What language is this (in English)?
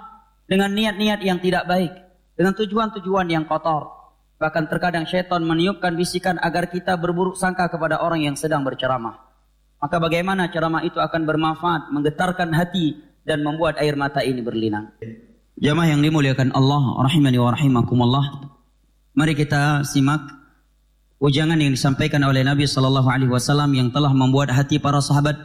Indonesian